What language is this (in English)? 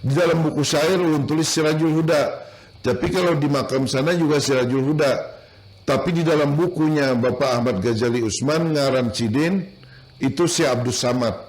Banjar